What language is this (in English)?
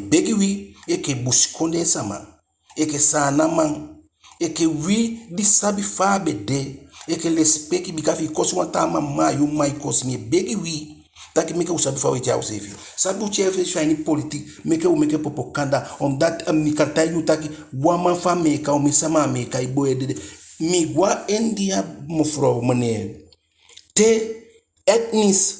Eastern Maroon Creole